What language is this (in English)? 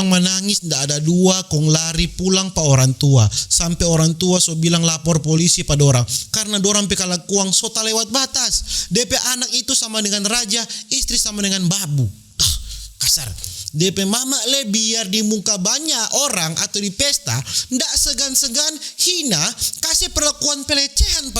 Manado Malay